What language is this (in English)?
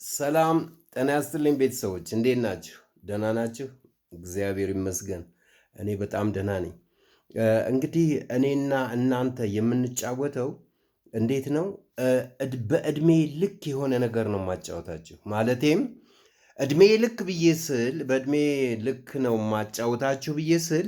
Amharic